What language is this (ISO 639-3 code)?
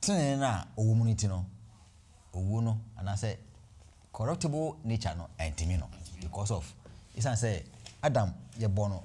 aka